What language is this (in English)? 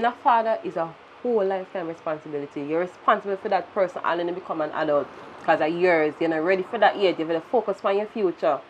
Jamaican Creole English